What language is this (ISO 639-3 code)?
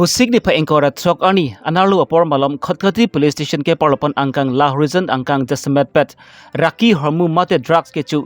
mjw